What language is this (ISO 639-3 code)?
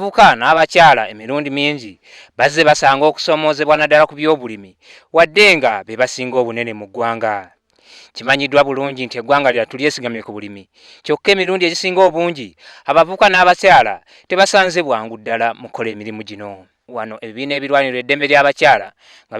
lug